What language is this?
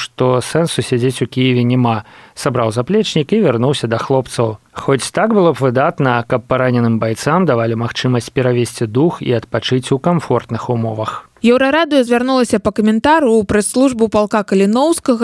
Belarusian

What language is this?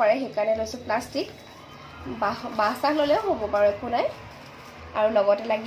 Assamese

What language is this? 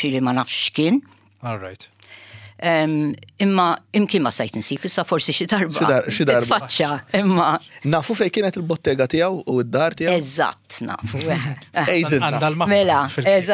Maltese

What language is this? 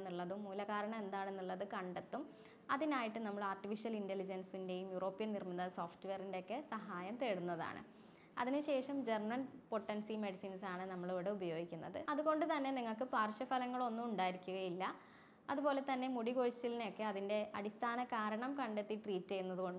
Malayalam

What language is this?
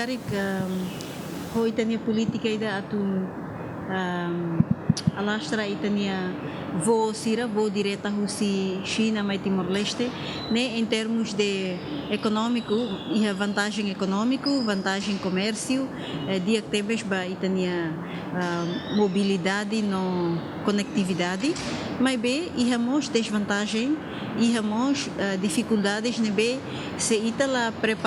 Tetum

